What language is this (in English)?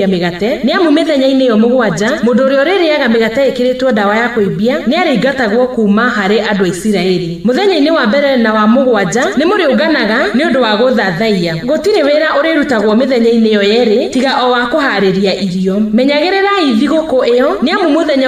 Kikuyu